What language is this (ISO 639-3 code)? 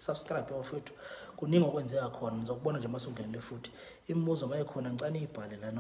zul